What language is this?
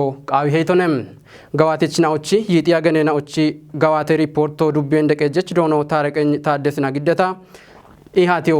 Kafa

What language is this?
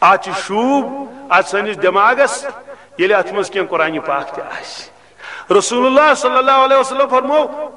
Kashmiri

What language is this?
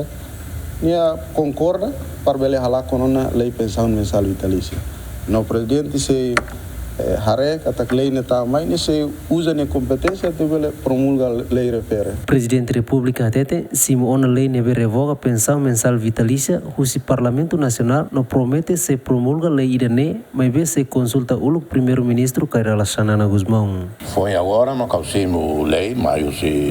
Tetum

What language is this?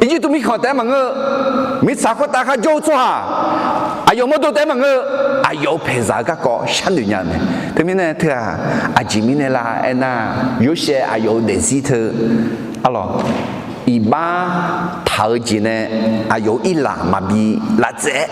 Akha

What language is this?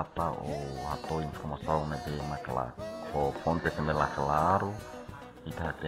Tetum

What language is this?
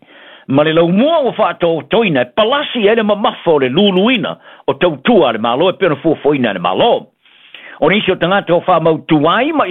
Samoan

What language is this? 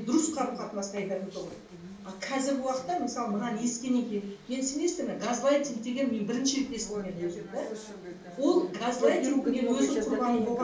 Kazakh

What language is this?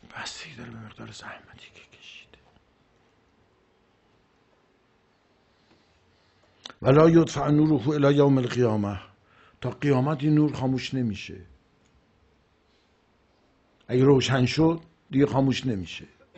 Persian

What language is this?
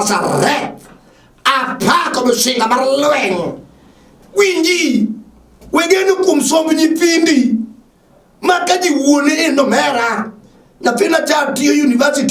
Luo (Kenya and Tanzania)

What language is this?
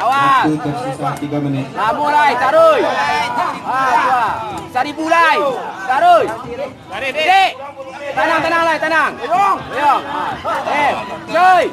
Minangkabau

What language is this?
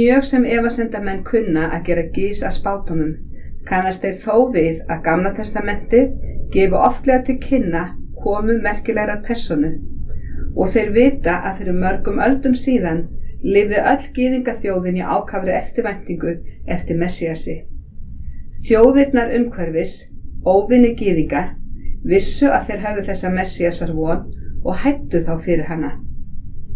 Icelandic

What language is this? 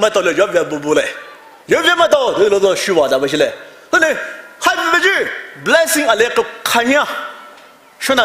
Poumei Naga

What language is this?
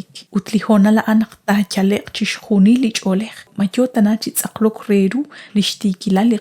Kekchí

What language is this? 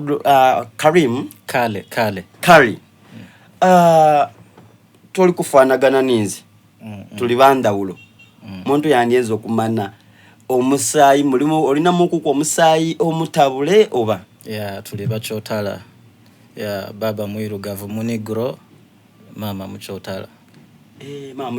Soga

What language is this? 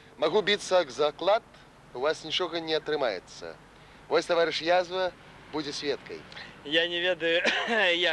Belarusian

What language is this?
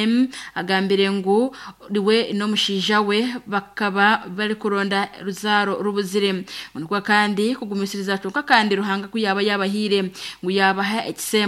Nyankole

